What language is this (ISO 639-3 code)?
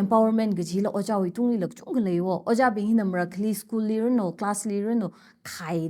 nmf